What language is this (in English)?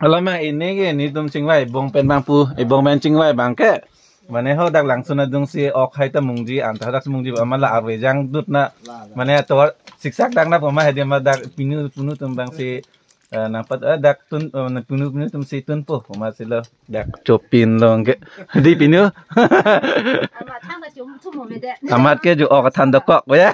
Karbi